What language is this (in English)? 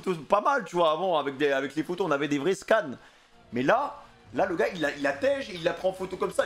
French